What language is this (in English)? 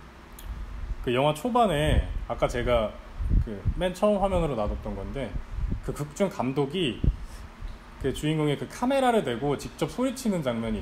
Korean